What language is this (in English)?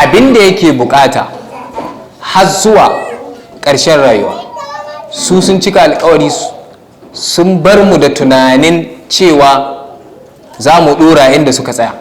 Hausa